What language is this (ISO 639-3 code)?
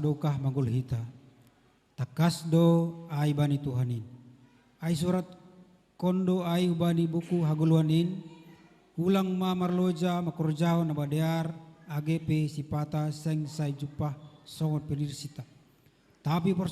bts